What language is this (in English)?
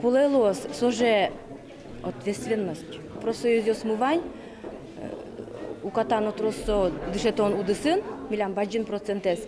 Udmurt